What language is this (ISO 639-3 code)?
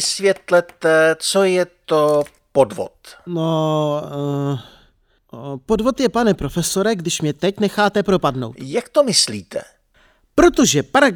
ces